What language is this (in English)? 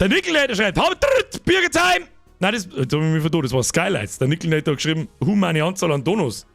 Bavarian